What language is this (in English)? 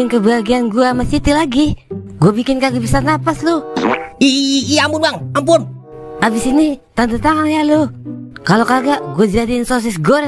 Betawi